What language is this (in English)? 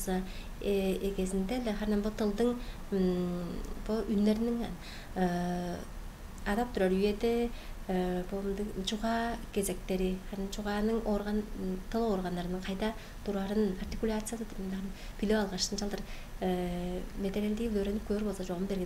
Tuvinian